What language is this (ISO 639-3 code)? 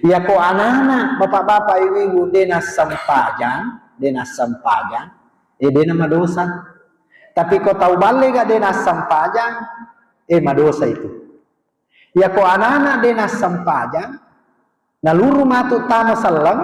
bug